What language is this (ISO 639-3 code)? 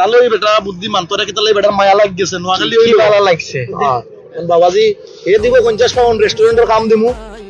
syl